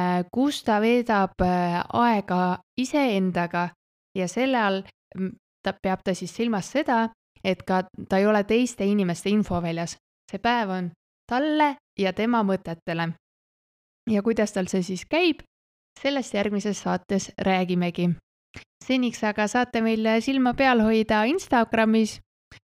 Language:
Estonian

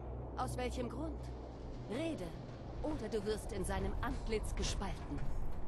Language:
German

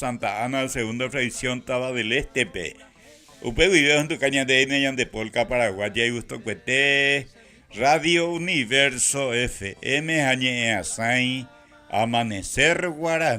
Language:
Guarani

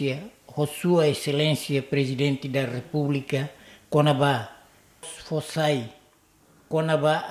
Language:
Tetum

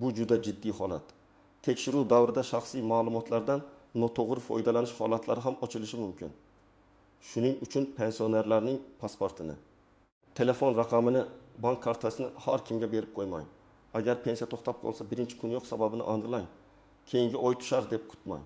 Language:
Uzbek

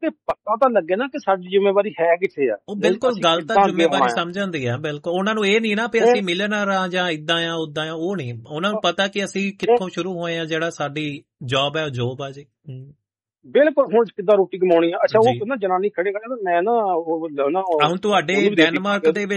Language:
Punjabi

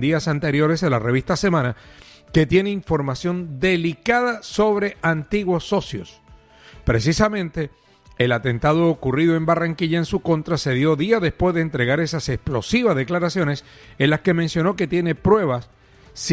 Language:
Spanish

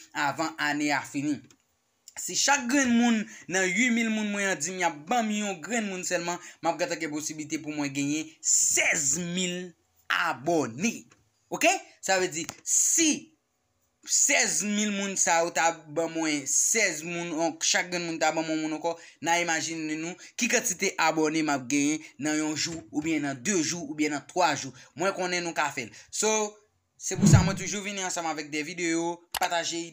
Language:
Haitian Creole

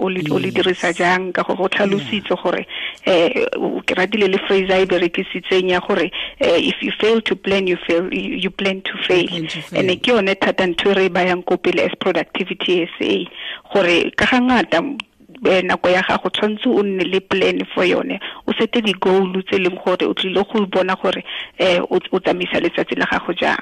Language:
Tswana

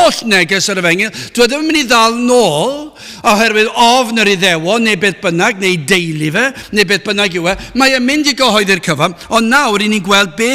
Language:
Welsh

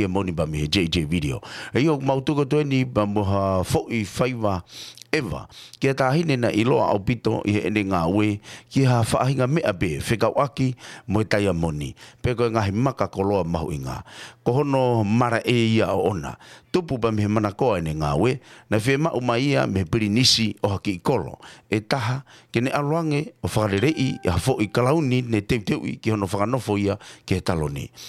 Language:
Tongan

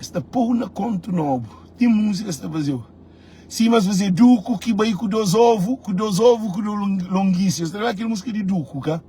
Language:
Kabuverdianu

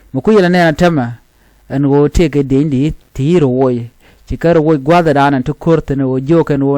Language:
Nuer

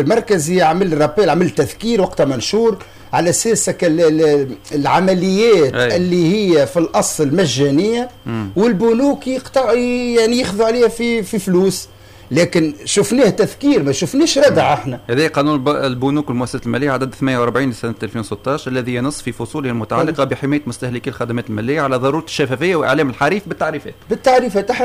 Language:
Tunisian Arabic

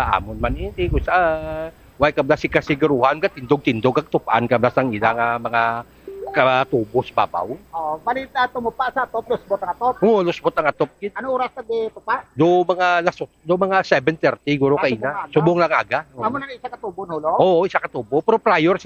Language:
Hiligaynon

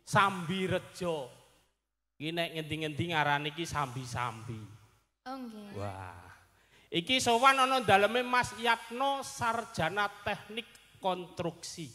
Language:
Javanese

